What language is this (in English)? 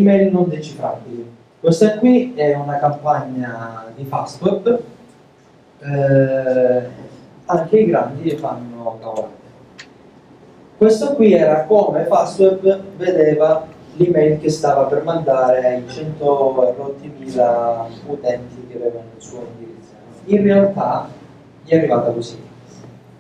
Italian